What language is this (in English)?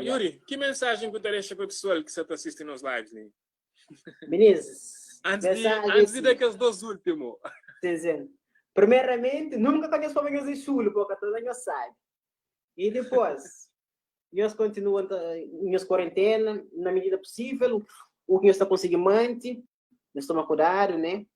Kabuverdianu